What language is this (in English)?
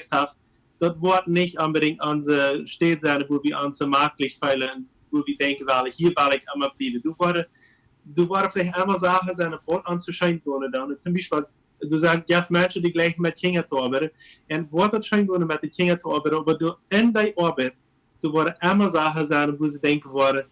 Plautdietsch